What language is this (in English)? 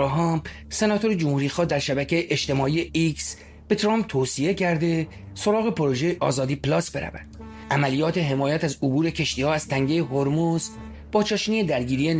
Persian